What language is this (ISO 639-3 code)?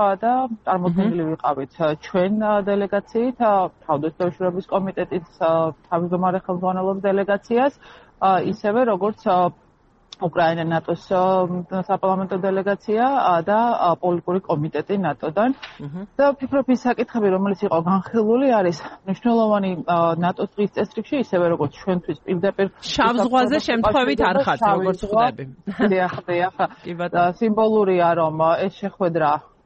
kat